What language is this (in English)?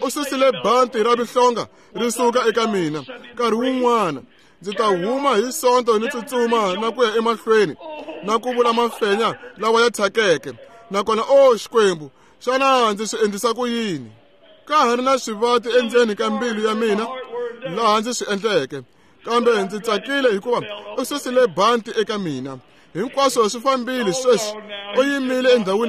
Tsonga